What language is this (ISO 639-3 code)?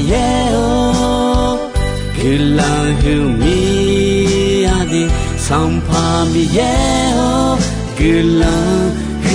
ahk